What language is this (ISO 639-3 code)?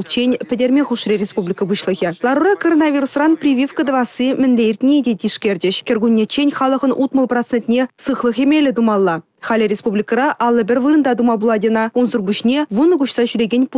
chv